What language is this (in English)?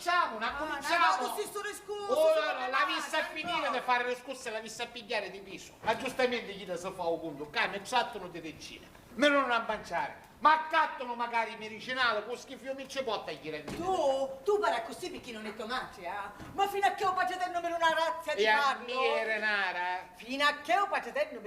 Sicilian